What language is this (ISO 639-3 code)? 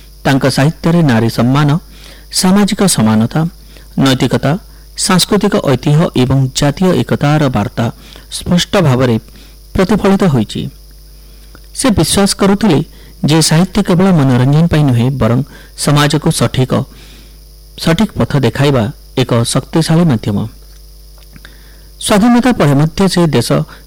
ori